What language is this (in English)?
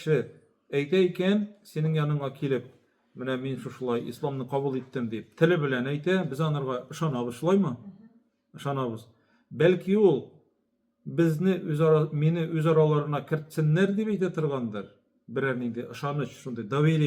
Tatar